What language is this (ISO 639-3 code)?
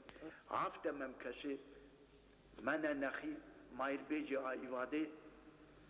oss